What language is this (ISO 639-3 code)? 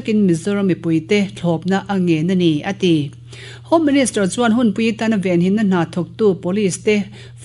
lus